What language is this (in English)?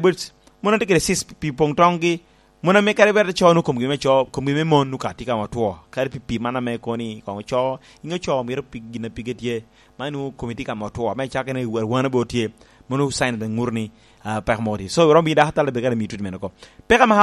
Lango (Uganda)